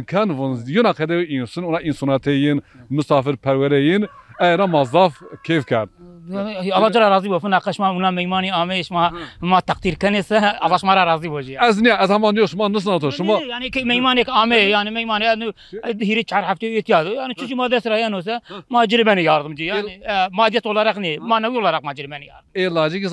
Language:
Zaza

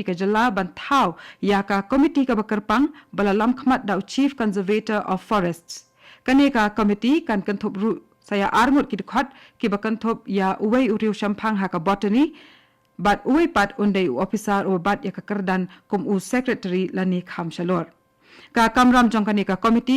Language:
Khasi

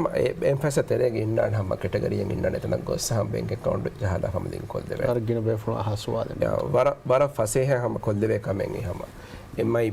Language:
Divehi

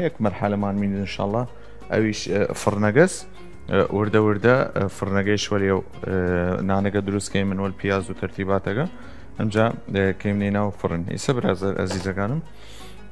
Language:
Southern Kurdish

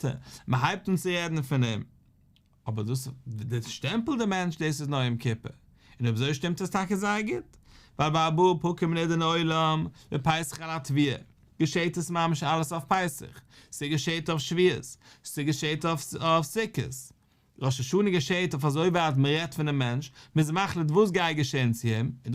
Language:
Yiddish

